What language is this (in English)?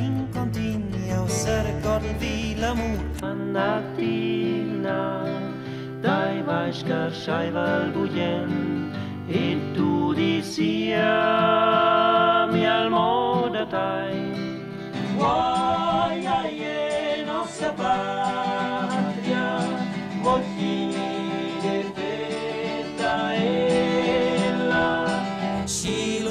Romansh